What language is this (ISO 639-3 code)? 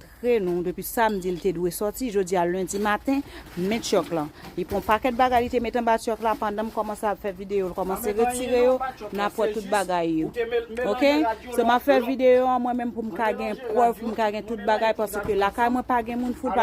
hat